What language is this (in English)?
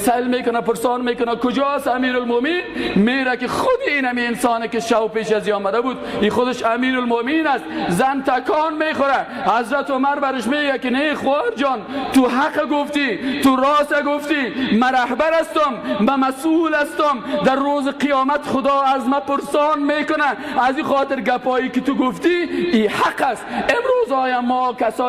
Persian